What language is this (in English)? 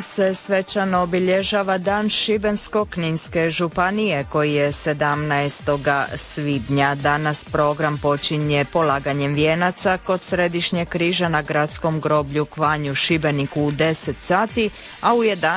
Croatian